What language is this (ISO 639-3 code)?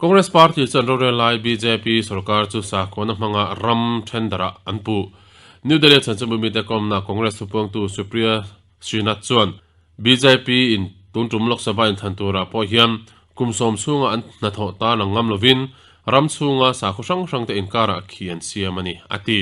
lus